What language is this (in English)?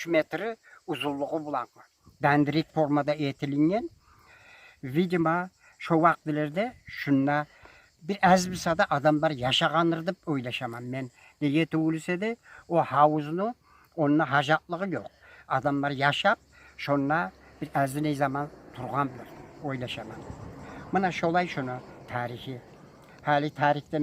Kumyk